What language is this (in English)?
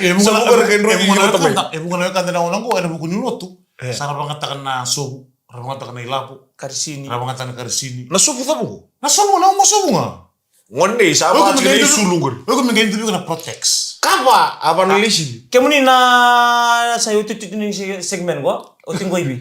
Fijian